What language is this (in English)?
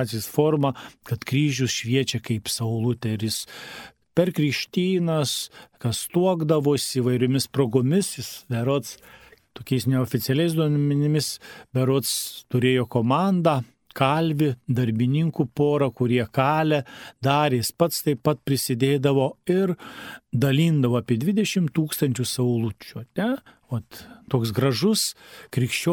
Lithuanian